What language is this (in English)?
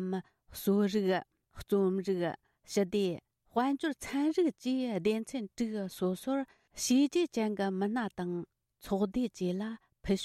Tibetan